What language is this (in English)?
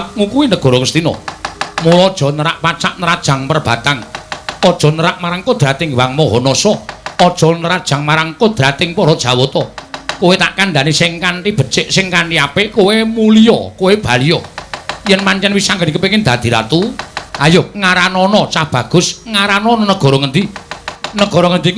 Javanese